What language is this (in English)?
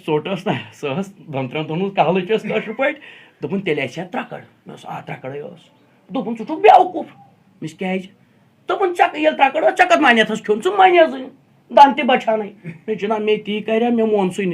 Kashmiri